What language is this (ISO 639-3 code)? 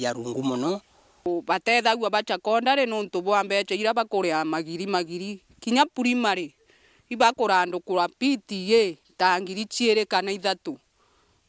mer